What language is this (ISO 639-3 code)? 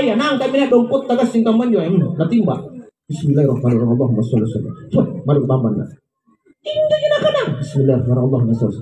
mak